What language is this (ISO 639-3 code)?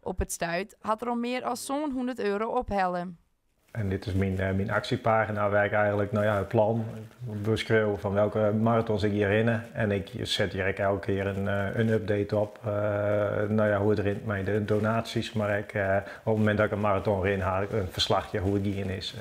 fry